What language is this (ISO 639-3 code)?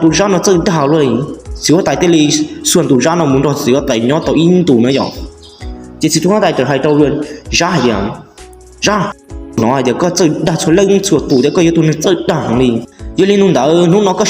hmn